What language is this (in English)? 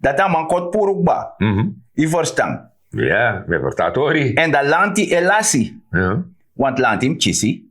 Sranan Tongo